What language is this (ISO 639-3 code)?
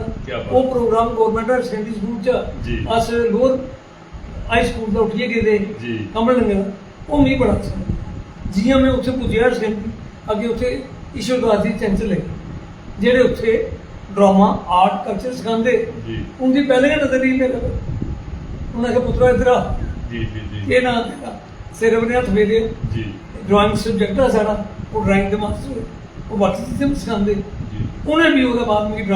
doi